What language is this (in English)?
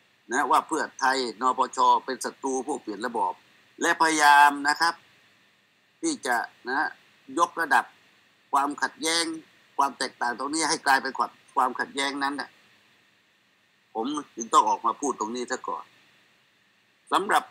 Thai